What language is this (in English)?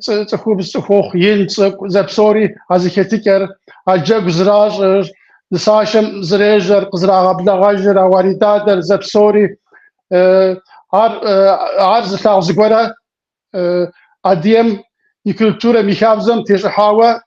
Kabardian